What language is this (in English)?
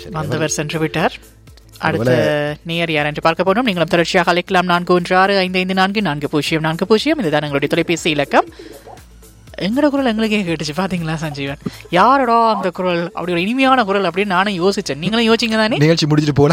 Tamil